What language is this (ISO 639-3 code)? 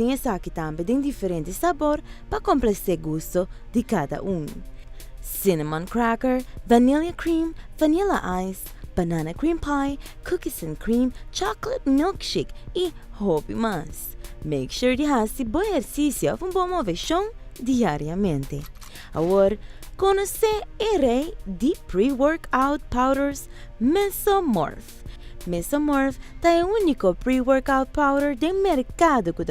pap